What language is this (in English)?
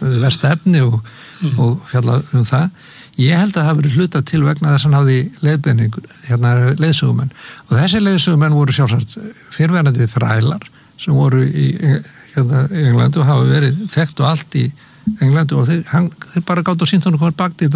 Icelandic